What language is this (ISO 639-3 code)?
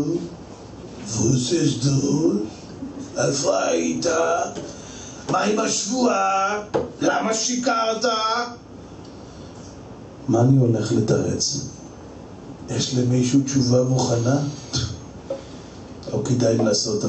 heb